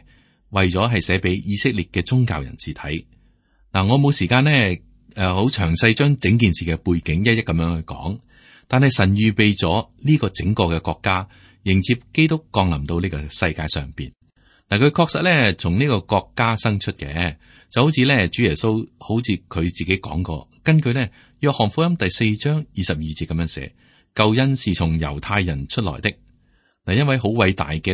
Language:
Cantonese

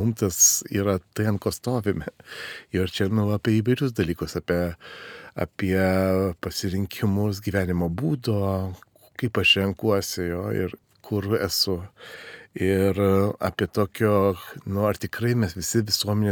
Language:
Lithuanian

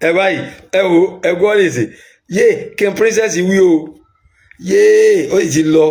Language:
Yoruba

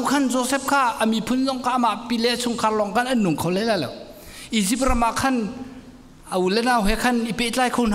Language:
Hakha Chin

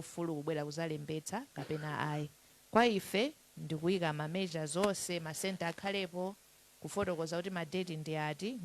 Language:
Nyanja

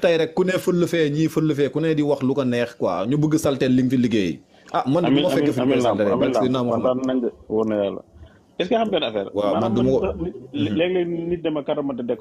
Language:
Wolof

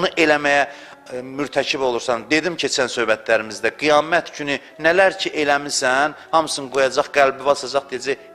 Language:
Azerbaijani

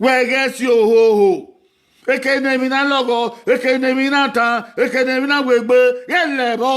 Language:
Bini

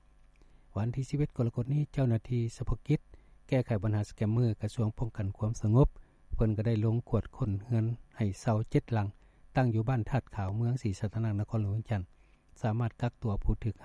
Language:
Lao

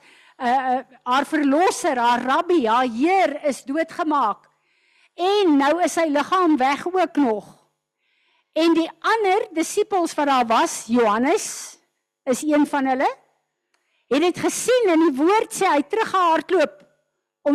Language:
Afrikaans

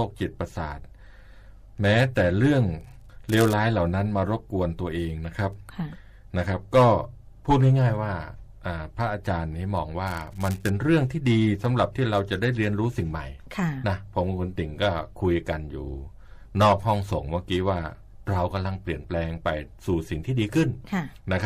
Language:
Thai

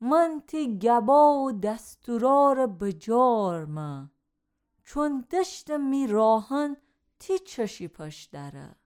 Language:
Gilaki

